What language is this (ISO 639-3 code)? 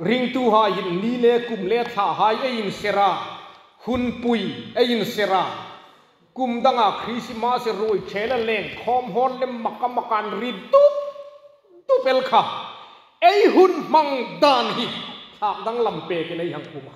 hmr